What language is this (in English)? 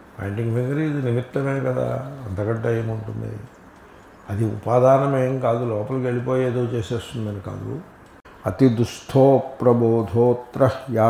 Telugu